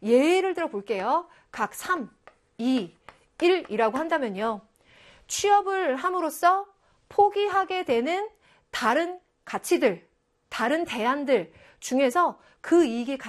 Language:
Korean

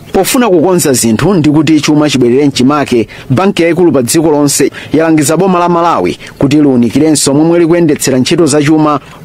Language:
Nyanja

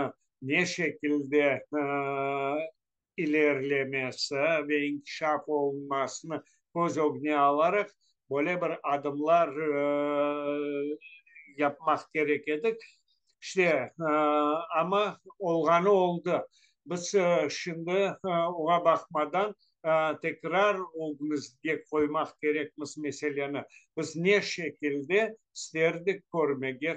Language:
Crimean Tatar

